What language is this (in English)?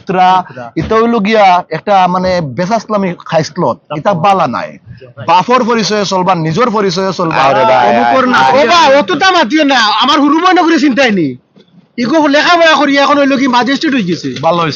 Sylheti